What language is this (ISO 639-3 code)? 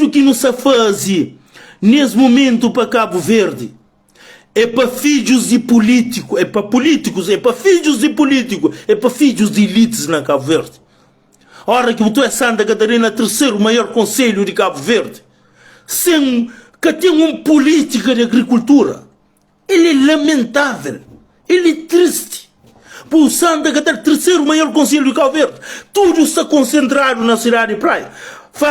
kea